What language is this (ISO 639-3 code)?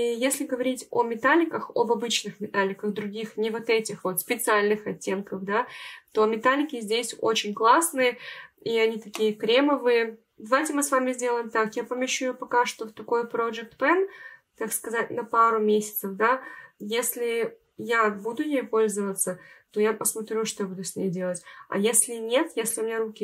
rus